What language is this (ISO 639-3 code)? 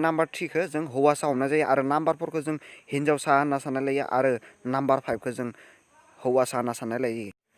brx